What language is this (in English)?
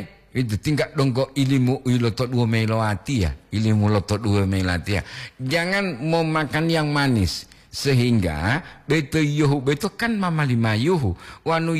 Gorontalo